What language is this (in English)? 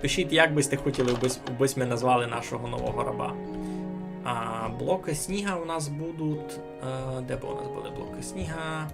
Rusyn